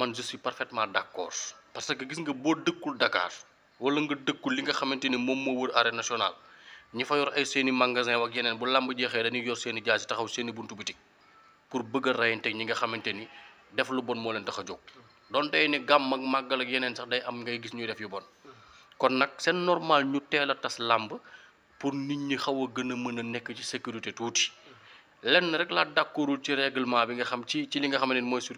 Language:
Wolof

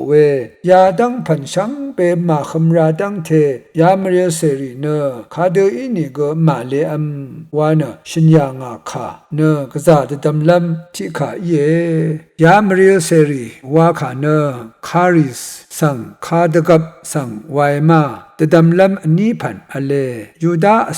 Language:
Rawang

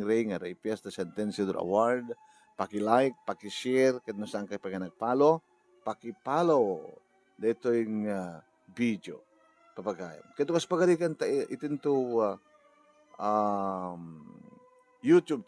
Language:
Iloko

